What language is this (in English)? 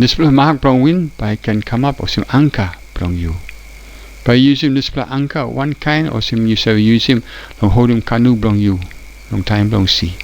Tok Pisin